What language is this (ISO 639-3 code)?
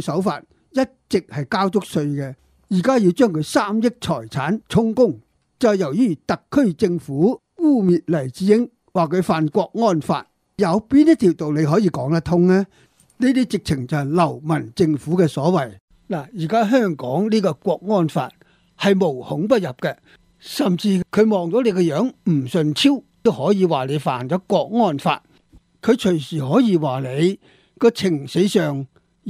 yue